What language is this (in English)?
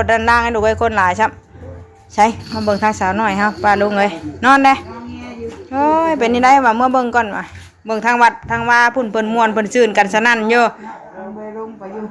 Northeastern Thai